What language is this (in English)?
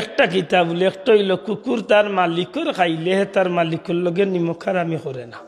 Sylheti